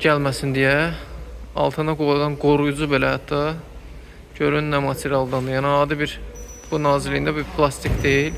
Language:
Azerbaijani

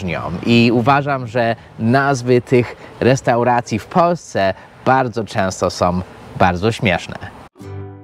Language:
Polish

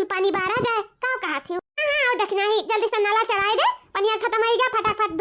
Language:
Awadhi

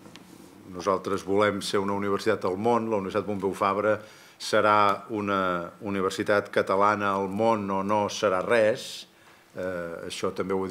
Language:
Catalan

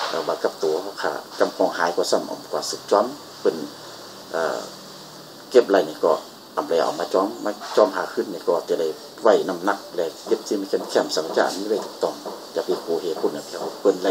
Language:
Shan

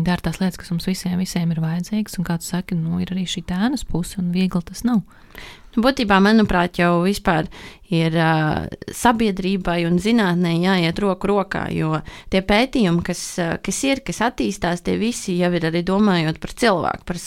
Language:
Latvian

